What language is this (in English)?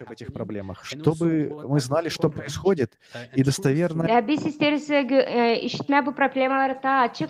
Gagauz